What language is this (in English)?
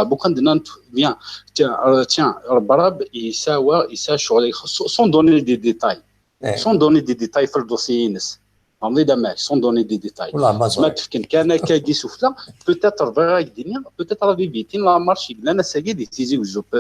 Kabyle